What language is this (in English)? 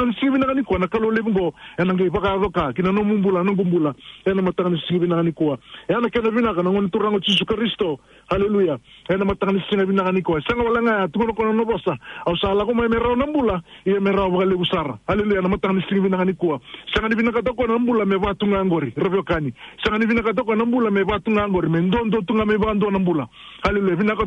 Fijian